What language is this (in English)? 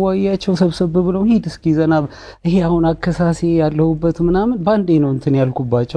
Amharic